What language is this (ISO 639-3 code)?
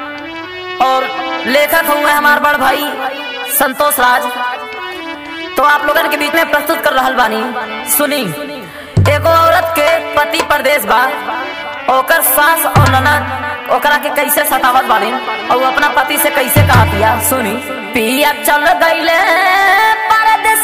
bho